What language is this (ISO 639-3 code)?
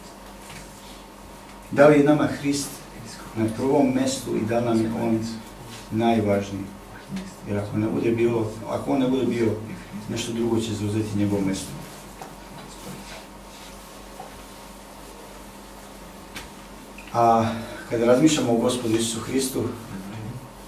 srp